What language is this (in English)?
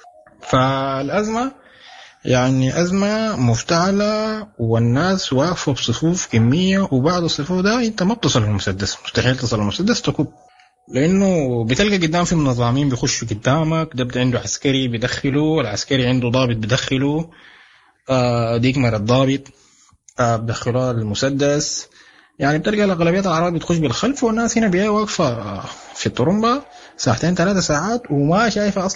Sudanese Arabic